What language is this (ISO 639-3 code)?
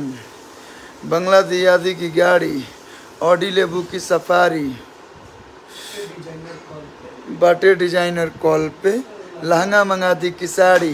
bho